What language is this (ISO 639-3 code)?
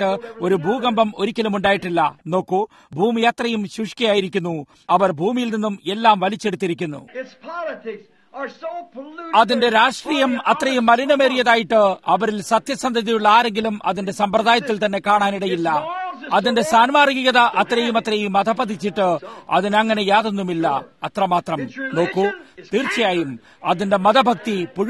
mal